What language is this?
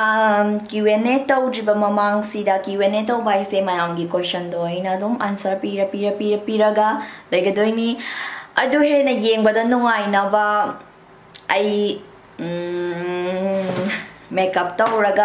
Manipuri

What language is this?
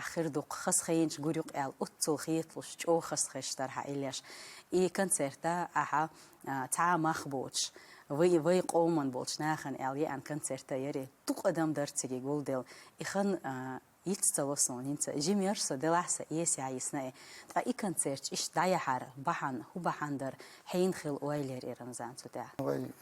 Chechen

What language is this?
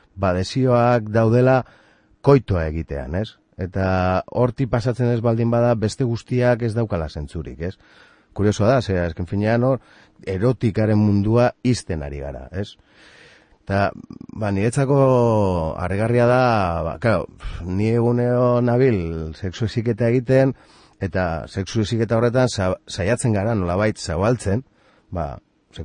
Basque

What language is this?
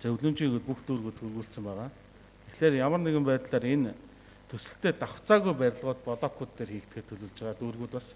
Mongolian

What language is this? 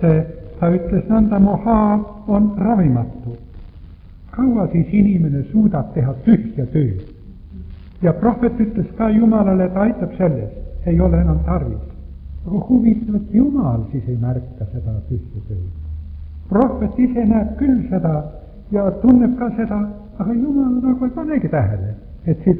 Estonian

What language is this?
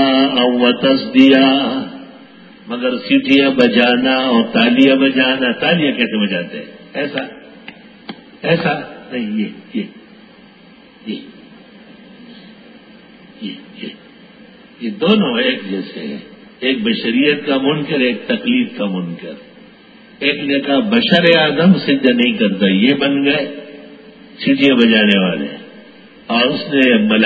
Urdu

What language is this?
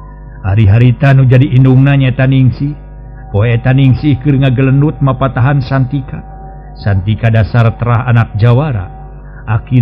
Sundanese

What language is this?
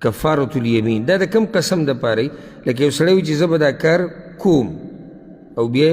Pashto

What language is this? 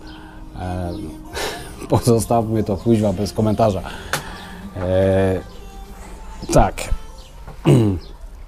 Polish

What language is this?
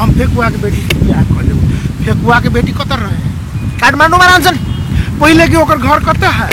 Maithili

